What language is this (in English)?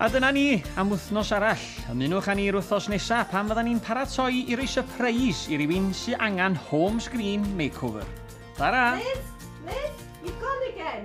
Welsh